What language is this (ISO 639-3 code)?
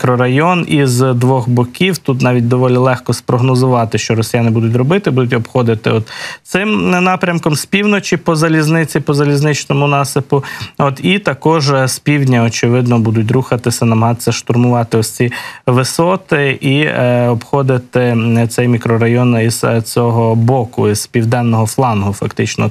ukr